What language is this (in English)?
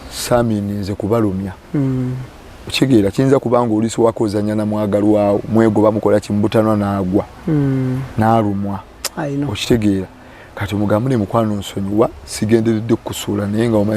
Ganda